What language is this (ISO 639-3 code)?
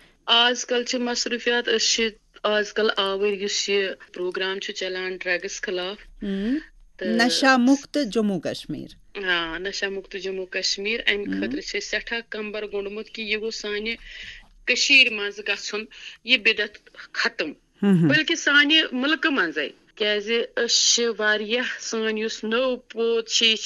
kas